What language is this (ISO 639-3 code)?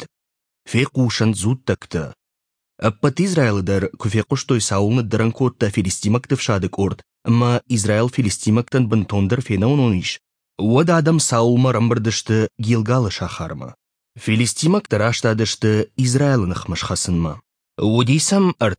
oss